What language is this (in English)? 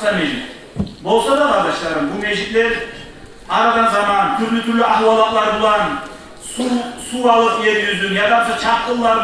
Kumyk